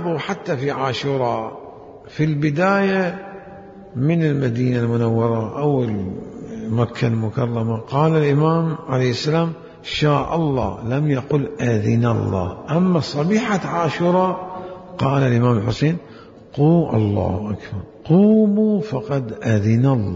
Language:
Mesopotamian Arabic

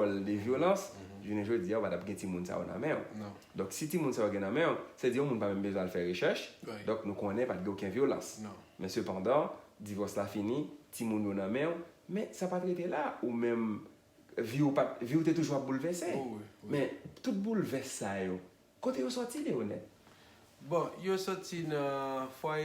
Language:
Haitian Creole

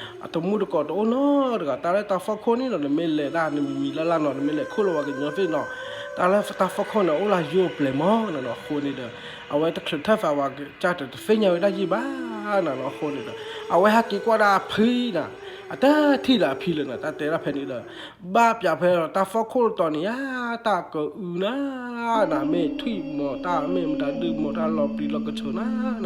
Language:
S'gaw Karen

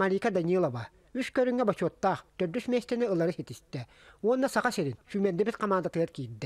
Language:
Yakut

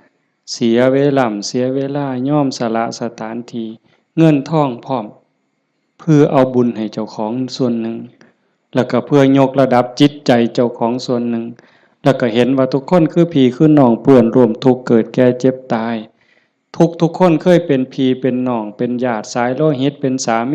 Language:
Lao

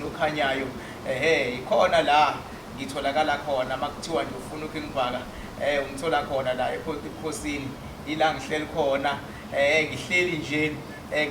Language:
Zulu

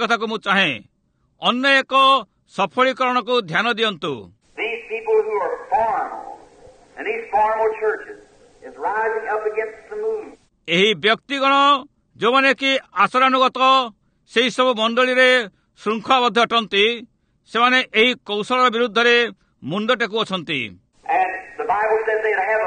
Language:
Odia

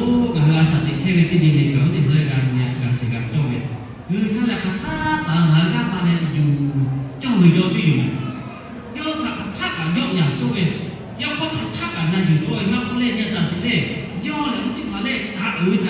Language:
Lahu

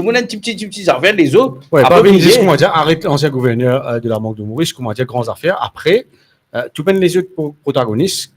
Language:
Morisyen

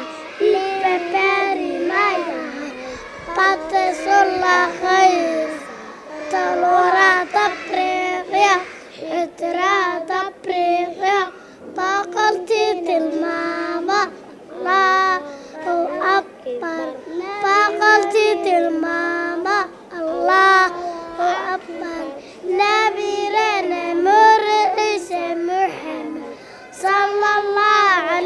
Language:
Somali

